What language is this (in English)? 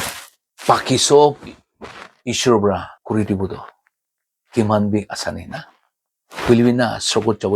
Naga Pidgin